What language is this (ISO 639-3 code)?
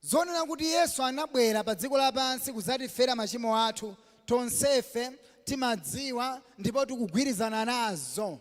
nya